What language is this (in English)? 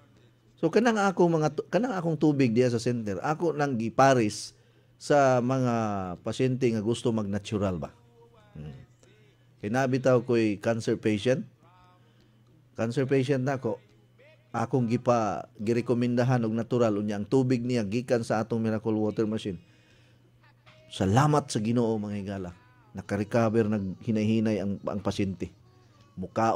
Cebuano